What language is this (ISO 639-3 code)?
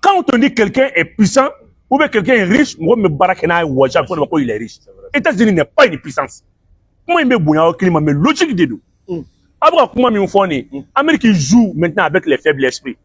bam